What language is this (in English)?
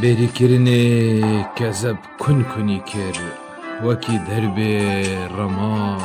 Kurdish